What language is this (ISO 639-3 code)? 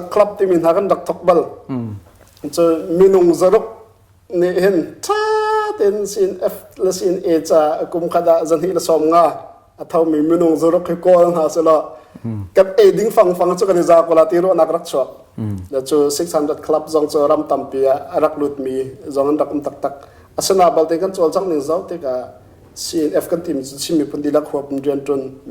cnh